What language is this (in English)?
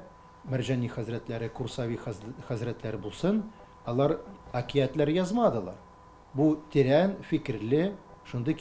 Tatar